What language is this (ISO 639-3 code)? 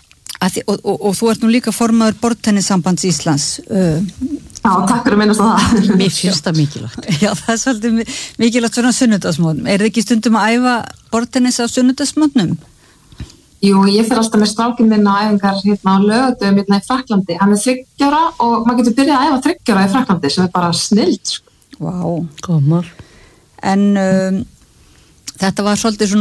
isl